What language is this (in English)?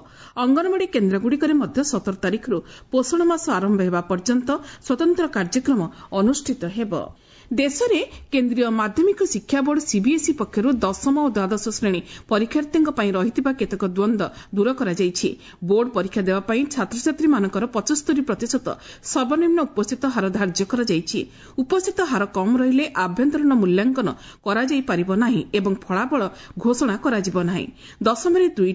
Odia